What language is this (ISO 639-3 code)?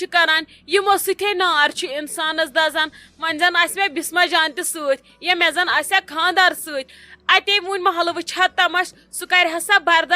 kas